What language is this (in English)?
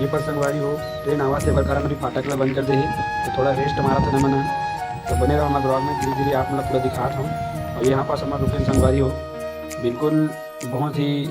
Chhattisgarhi